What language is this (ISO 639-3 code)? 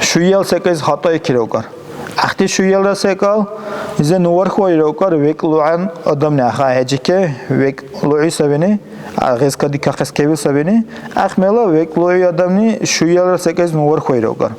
dar